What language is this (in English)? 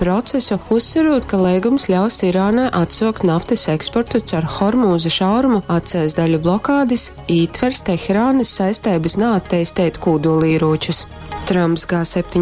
Latgalian